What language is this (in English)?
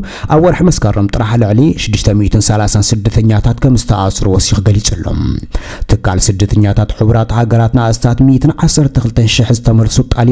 Tigrinya